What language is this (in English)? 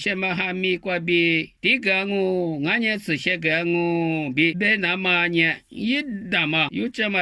Lisu